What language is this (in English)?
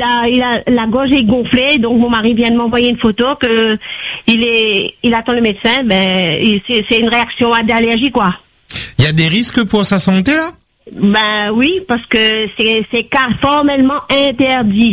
French